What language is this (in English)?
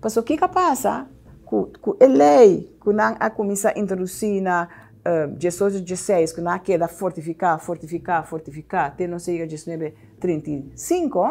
Papiamento